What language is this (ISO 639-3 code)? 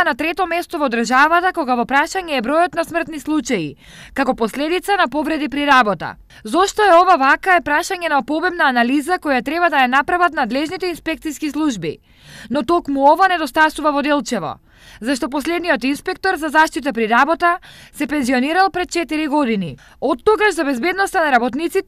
mkd